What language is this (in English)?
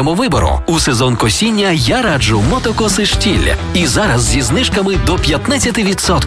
Ukrainian